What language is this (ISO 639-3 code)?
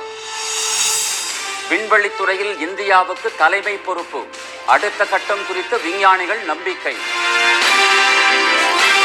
tam